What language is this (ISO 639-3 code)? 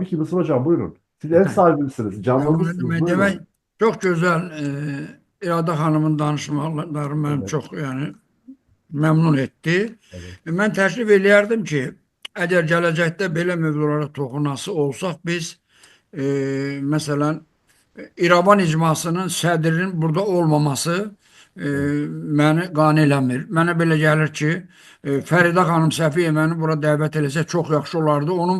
aze